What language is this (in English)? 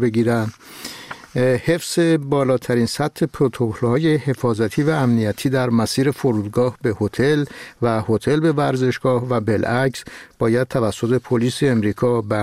Persian